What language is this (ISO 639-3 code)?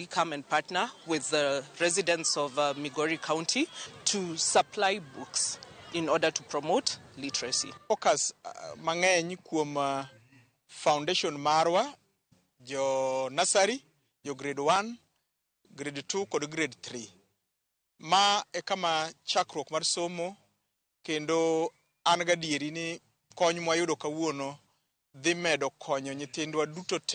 luo